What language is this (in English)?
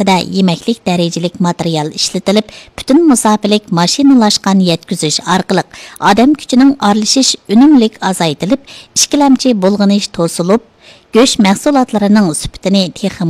Uyghur